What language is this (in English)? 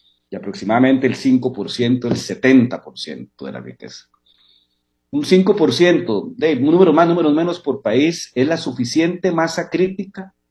Spanish